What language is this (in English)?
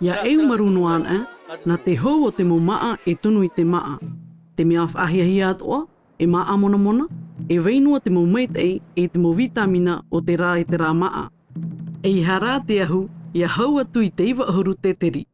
Tahitian